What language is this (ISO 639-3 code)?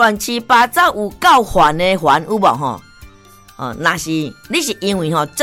nan